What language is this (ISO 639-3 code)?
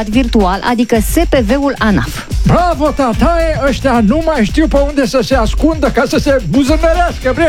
ron